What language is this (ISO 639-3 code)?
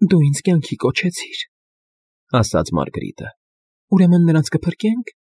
hye